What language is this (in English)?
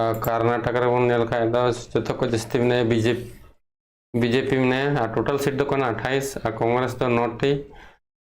Santali